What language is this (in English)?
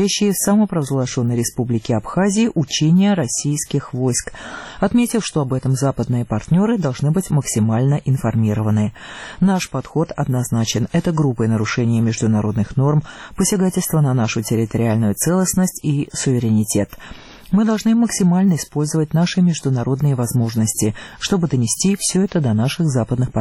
Russian